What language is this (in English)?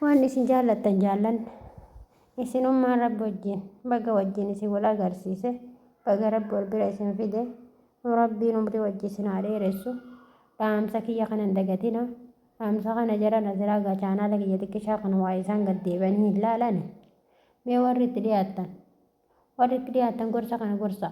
Oromo